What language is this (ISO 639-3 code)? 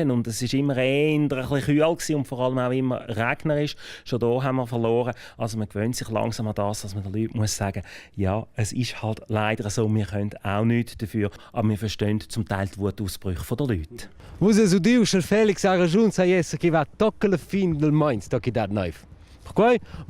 roh